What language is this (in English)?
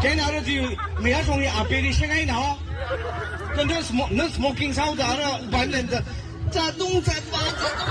Tangkhul Naga (India)